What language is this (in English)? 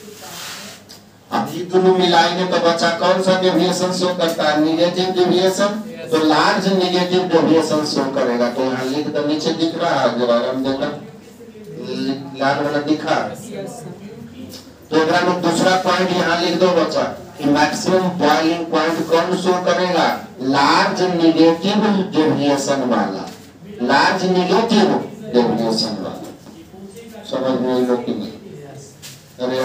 Hindi